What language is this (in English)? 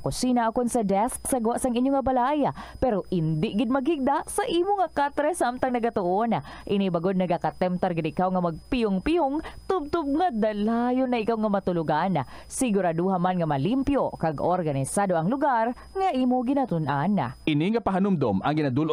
Hiligaynon